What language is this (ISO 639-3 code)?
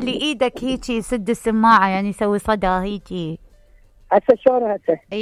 acm